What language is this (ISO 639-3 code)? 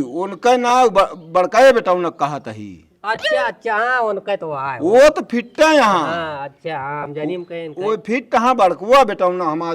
awa